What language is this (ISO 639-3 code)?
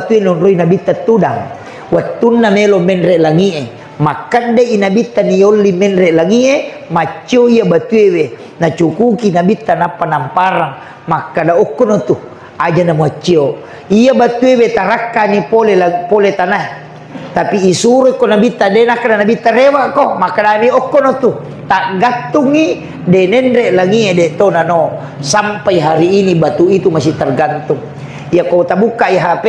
bug